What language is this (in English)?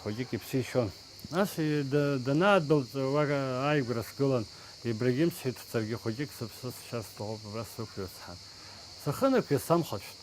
Abkhazian